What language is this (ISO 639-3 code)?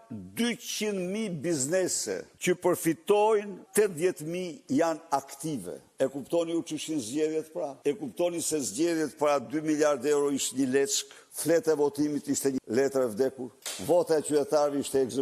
sqi